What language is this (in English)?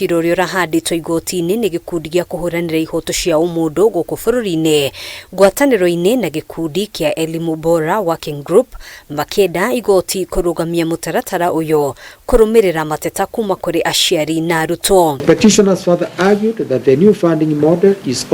Kikuyu